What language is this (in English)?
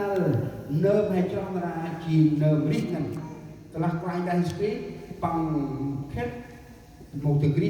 Central Mnong